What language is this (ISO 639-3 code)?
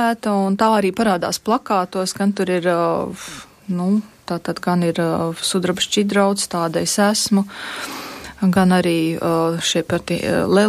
lav